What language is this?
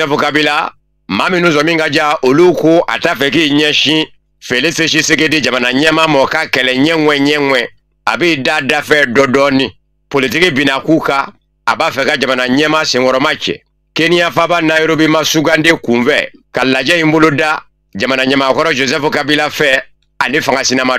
Bambara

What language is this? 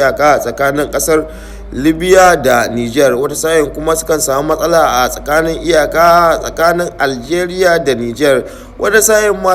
Hausa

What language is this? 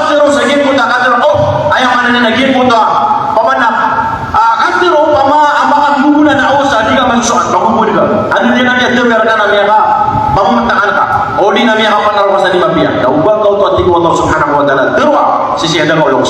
Maranao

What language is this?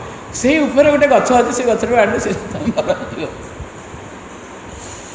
Odia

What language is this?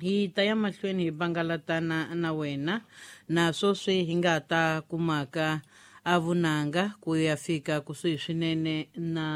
Tsonga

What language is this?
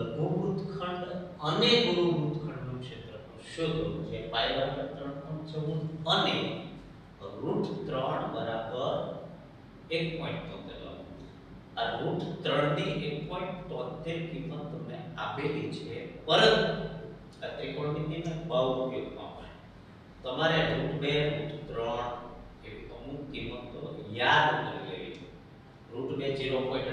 Gujarati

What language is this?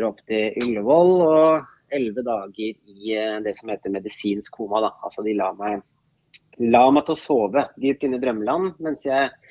Norwegian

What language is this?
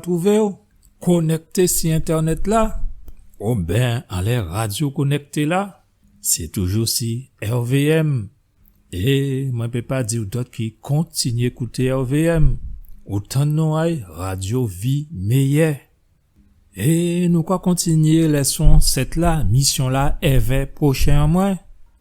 Guadeloupean Creole French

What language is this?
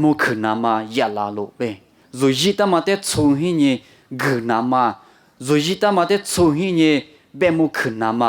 Lisu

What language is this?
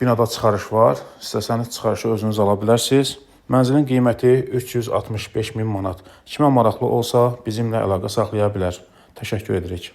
Azerbaijani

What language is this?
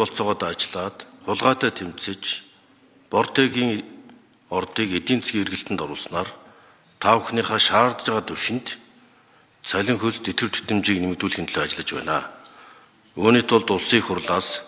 Mongolian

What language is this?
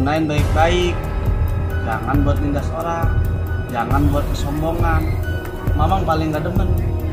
Betawi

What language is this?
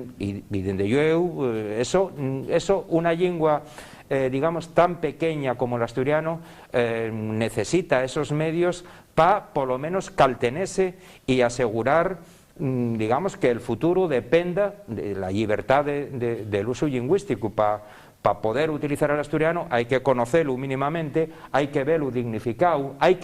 Asturian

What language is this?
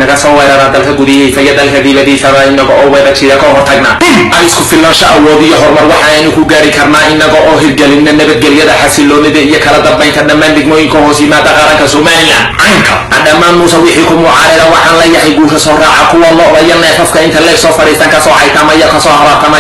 Somali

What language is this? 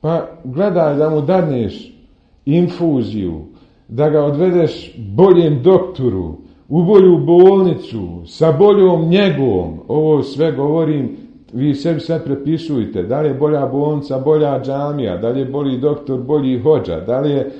Bosnian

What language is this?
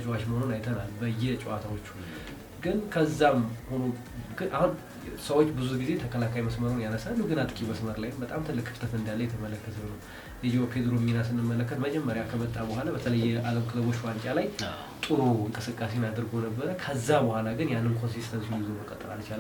Amharic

